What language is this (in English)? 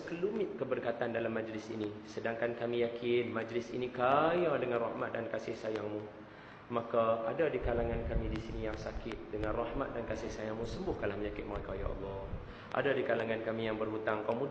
Malay